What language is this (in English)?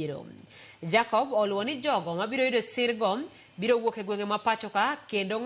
Luo (Kenya and Tanzania)